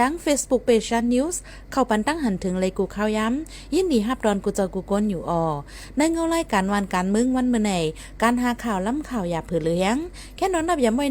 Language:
Shan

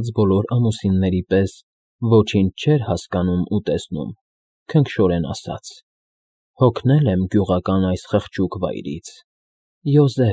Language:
Armenian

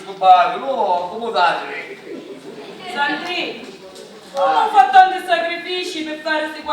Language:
Sicilian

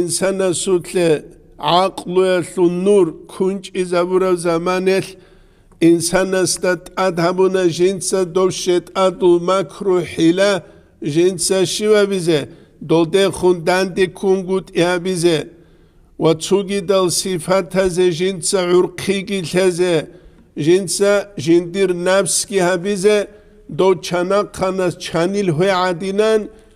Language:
Avaric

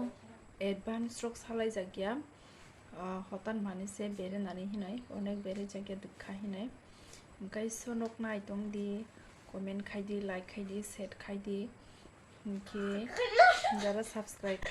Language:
Kok Borok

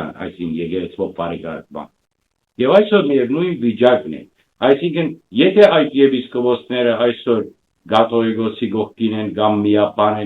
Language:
Western Armenian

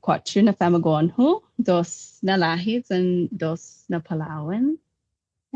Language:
Chamorro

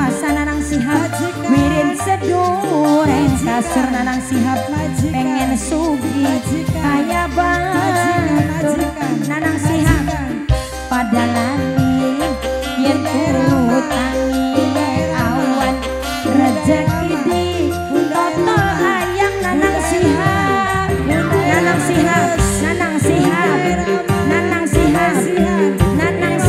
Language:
Javanese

